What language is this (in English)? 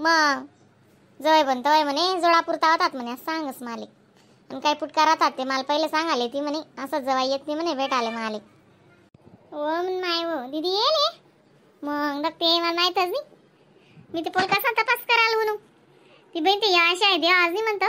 Khandesi